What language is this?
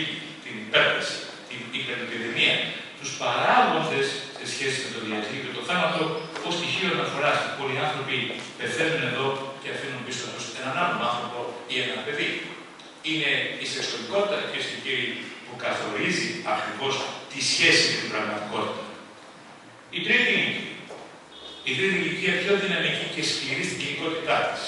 Greek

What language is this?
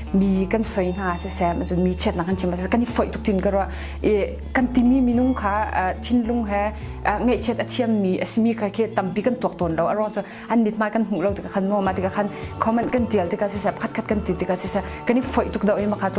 Hakha Chin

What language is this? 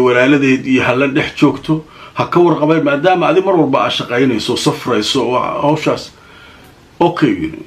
Somali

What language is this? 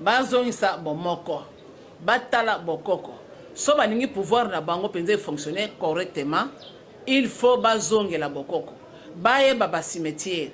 Lingala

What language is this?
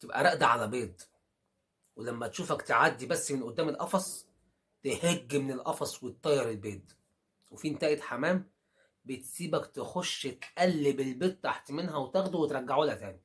Egyptian Arabic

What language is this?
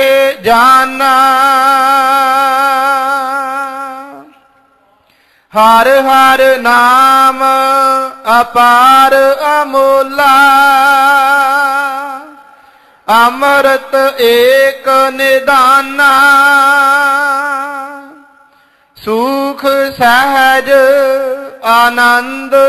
Punjabi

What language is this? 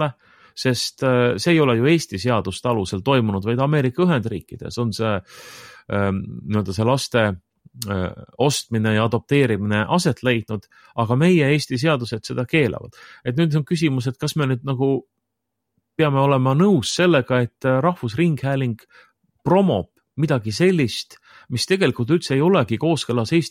Estonian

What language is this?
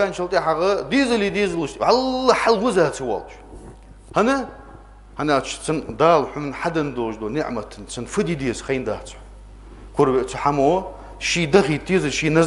Ingush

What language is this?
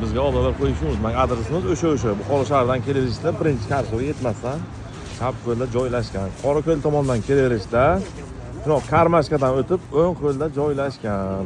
Uzbek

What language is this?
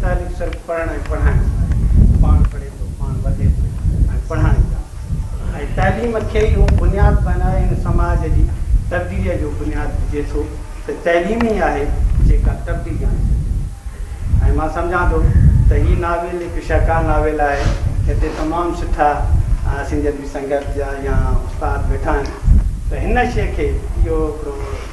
Sindhi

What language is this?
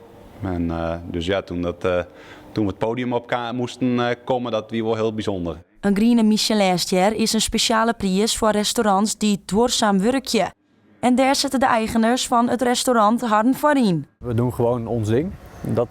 Western Frisian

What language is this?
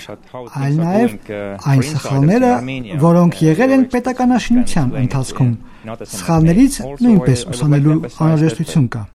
Armenian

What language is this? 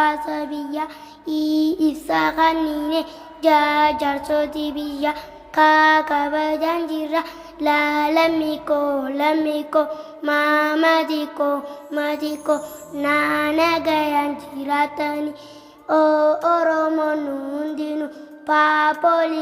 Oromo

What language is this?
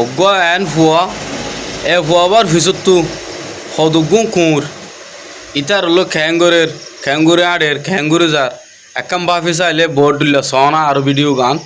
Rohingya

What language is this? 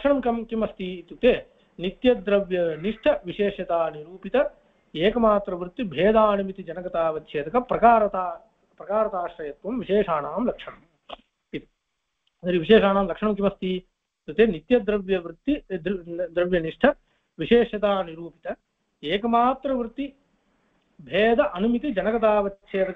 Sanskrit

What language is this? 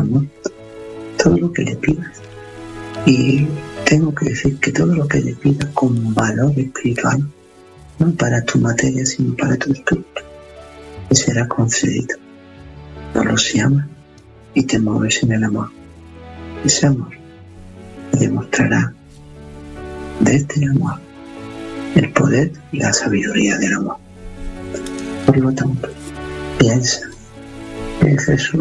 Spanish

